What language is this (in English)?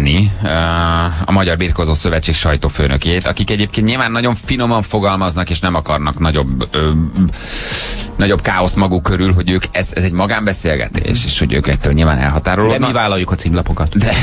Hungarian